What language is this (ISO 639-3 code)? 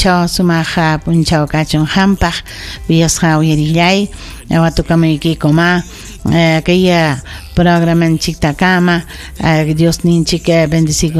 quy